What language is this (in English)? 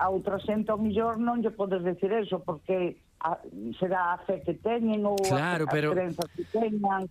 Galician